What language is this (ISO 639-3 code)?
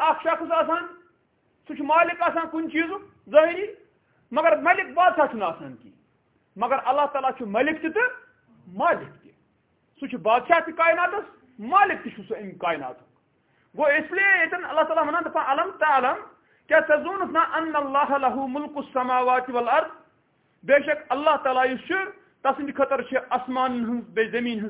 kas